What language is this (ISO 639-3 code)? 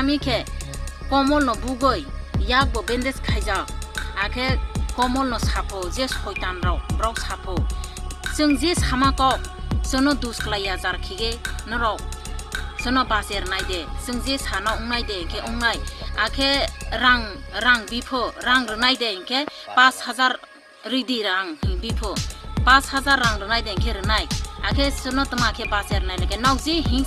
trp